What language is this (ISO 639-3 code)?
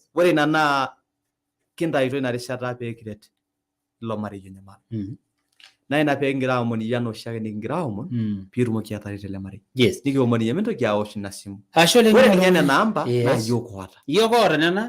mas